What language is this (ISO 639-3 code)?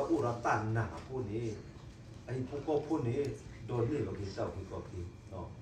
ksw